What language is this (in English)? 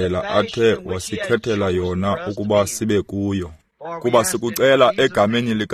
Xhosa